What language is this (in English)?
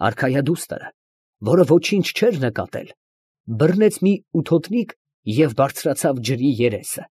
Armenian